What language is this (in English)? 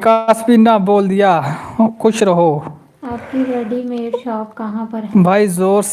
Dogri